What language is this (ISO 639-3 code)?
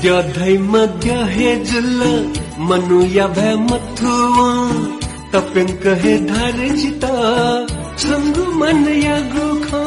new